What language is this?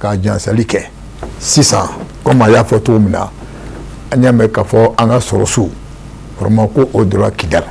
Bambara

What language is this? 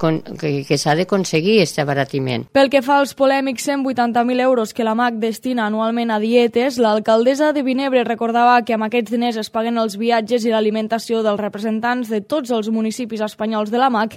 Catalan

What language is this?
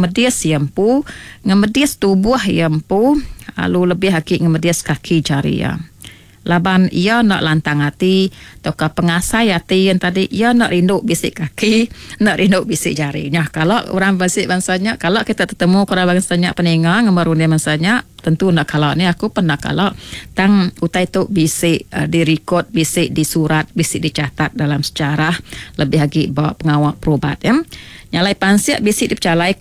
Iban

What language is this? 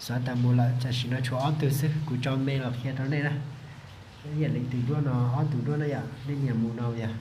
Hmong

